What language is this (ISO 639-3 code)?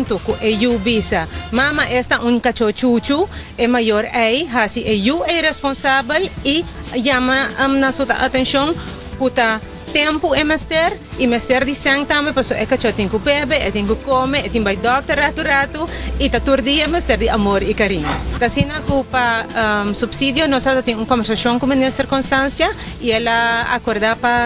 pap